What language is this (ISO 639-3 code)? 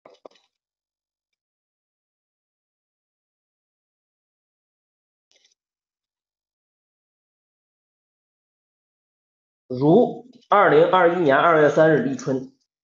zho